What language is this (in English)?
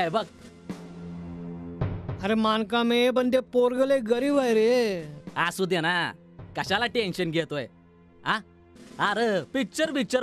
Marathi